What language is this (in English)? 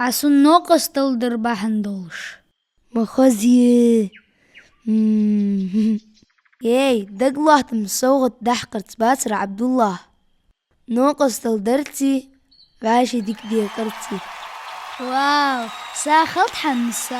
Ingush